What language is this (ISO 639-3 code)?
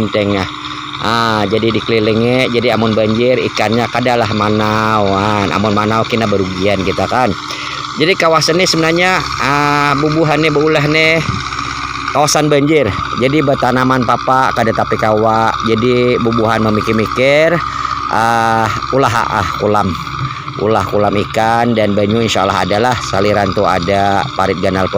bjn